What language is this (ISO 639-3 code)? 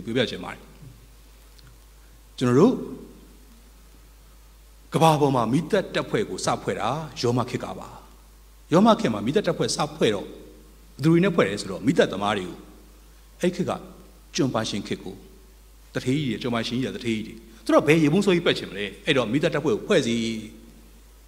mya